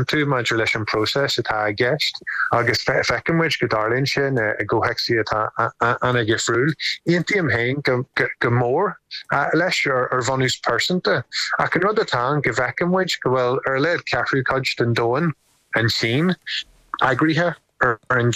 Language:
Irish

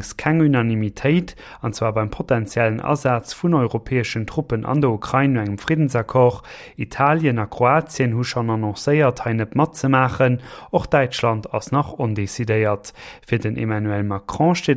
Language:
Luxembourgish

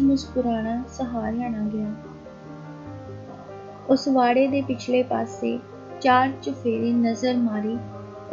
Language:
Punjabi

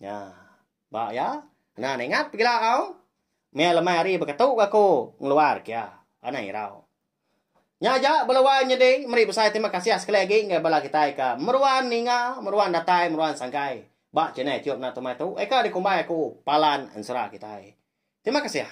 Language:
Iban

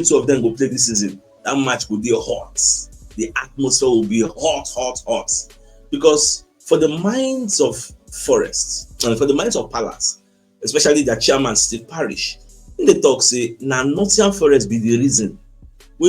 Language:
Nigerian Pidgin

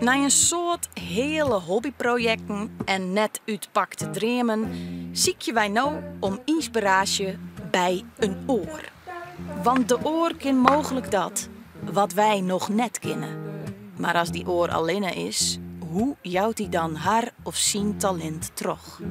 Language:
Western Frisian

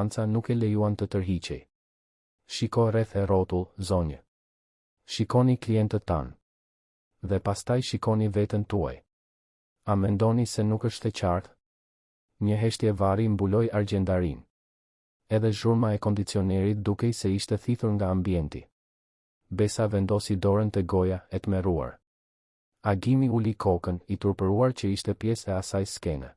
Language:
Albanian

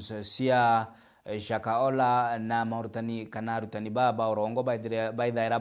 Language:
Meru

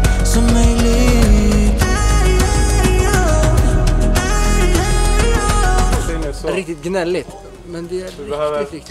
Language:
Swedish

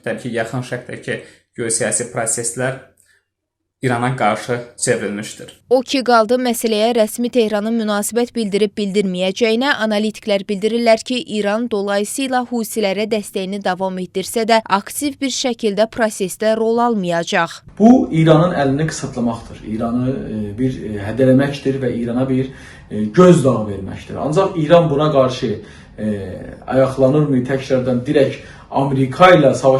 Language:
Azerbaijani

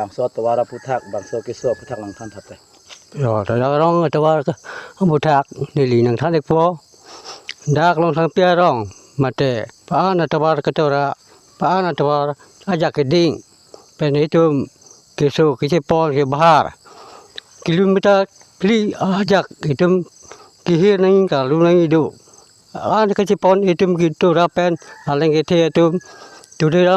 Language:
Karbi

